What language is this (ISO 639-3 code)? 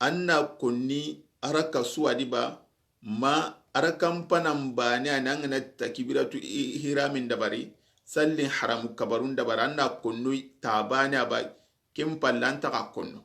snk